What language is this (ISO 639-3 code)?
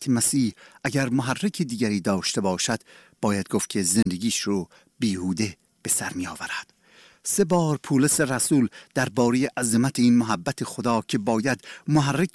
fas